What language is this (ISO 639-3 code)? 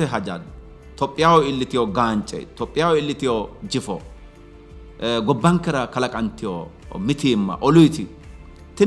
sid